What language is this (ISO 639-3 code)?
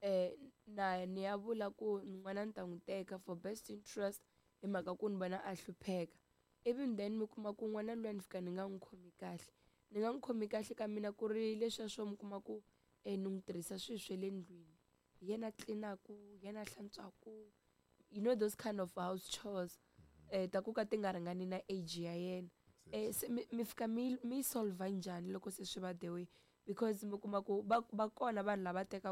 tso